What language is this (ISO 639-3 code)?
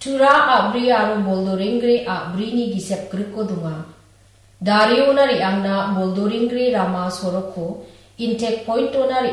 grt